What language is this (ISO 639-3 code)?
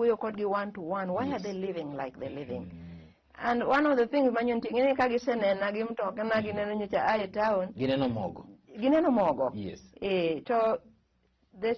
luo